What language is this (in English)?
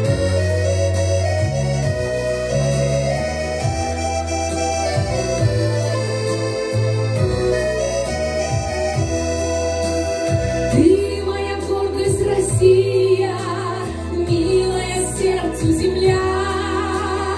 Russian